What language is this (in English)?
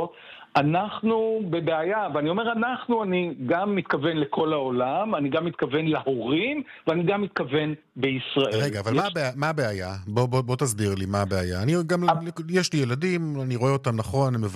Hebrew